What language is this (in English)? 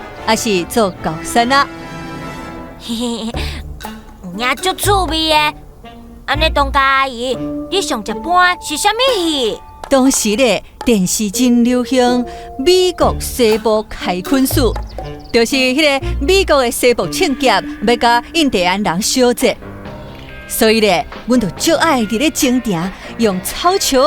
Min Nan Chinese